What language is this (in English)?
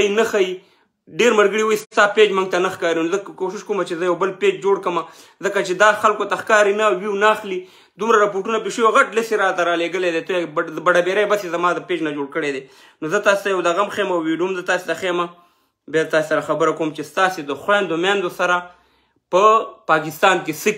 Pashto